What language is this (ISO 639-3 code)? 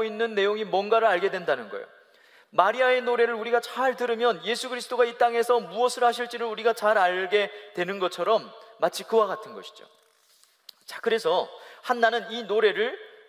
kor